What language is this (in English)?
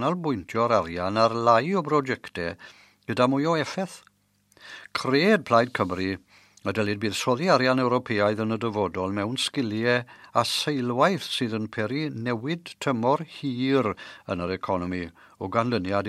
Welsh